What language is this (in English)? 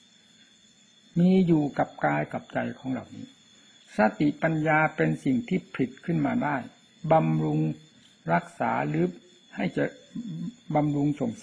Thai